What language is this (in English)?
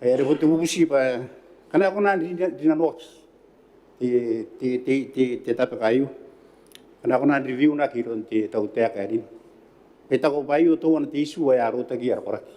Gilbertese